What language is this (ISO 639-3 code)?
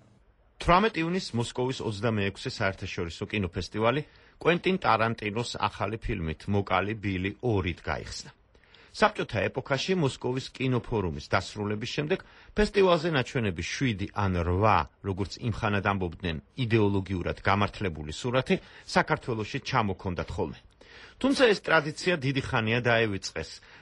kat